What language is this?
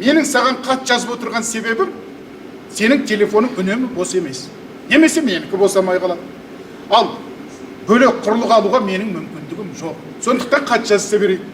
Kazakh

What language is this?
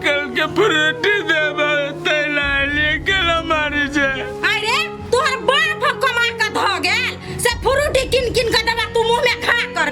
Maithili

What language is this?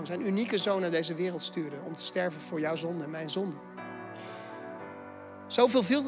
Dutch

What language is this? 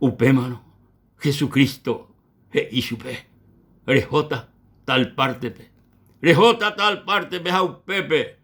Guarani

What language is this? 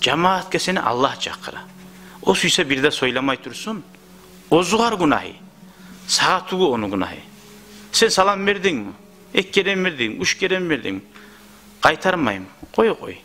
Kumyk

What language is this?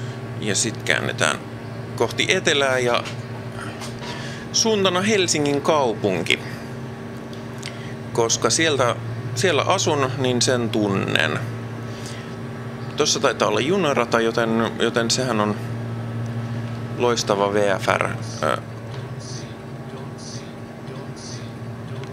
Finnish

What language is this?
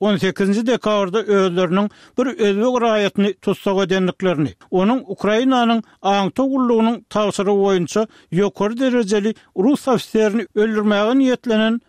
Turkmen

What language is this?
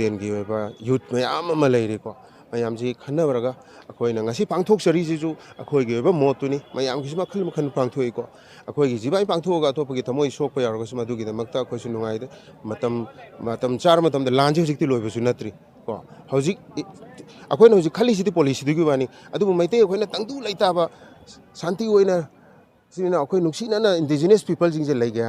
Manipuri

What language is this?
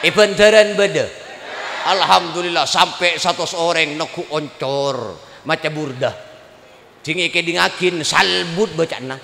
Madurese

